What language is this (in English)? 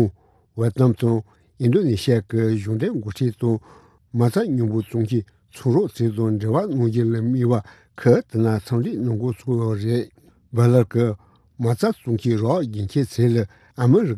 Tibetan